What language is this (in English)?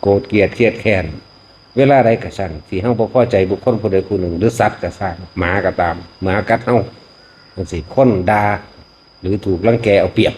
Northeastern Thai